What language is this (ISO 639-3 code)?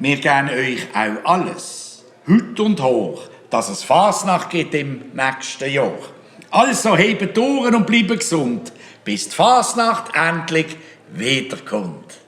gsw